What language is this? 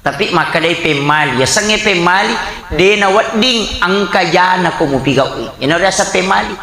Buginese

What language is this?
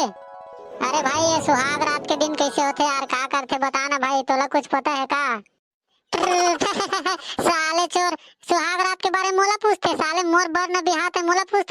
Chhattisgarhi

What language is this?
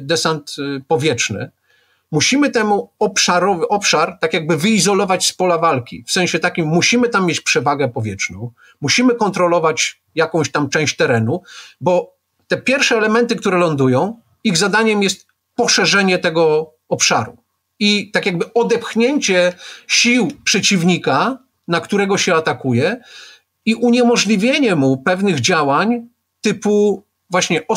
Polish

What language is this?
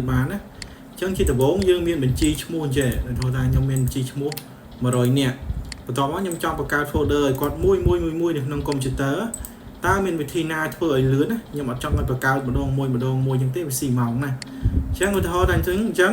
Khmer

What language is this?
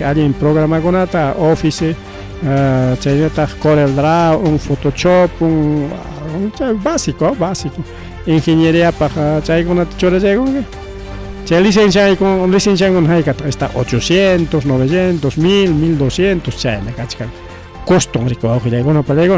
Ayacucho Quechua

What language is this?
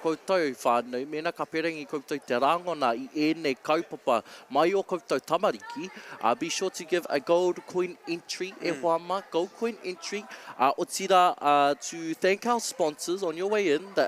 Māori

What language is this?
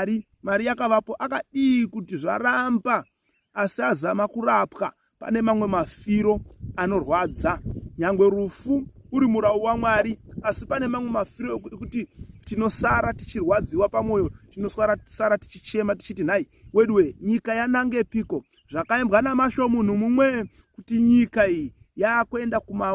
Shona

